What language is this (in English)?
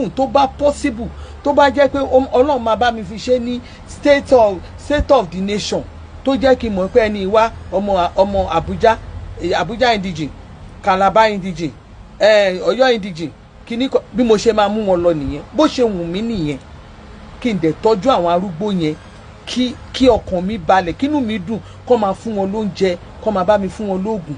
Yoruba